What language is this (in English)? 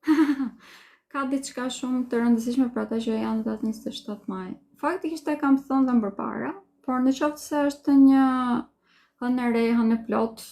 Albanian